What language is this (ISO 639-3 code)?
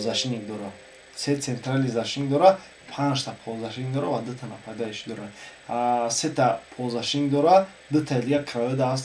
tgk